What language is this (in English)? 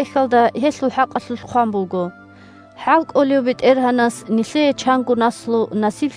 Avaric